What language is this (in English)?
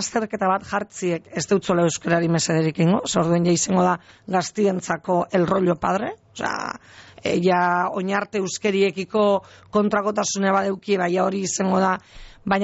Basque